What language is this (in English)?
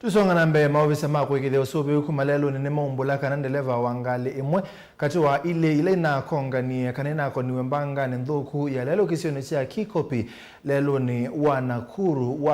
Kamba